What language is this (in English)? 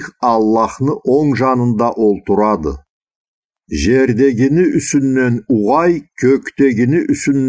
Karachay-Balkar